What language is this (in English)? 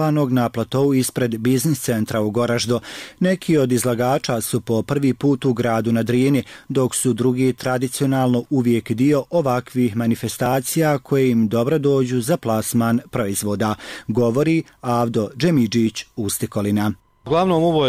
Bosnian